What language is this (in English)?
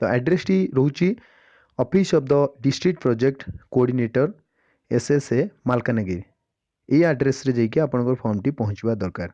Odia